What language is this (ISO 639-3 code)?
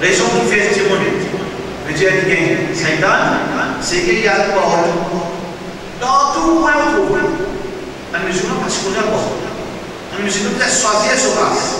mfe